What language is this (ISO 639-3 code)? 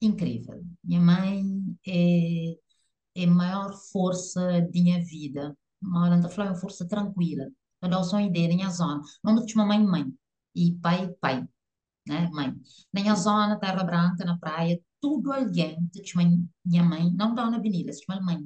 kea